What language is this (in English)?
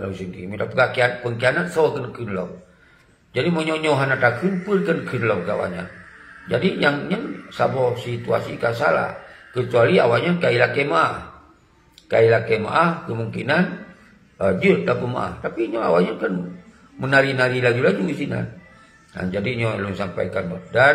Achinese